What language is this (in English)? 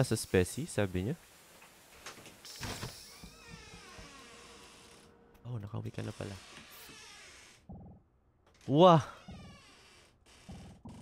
Filipino